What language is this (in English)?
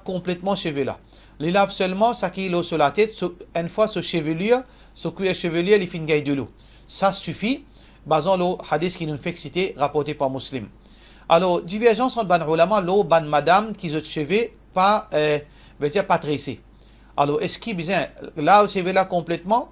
Morisyen